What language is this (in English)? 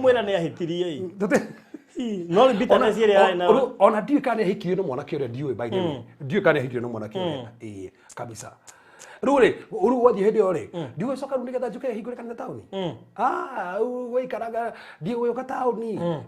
Kikuyu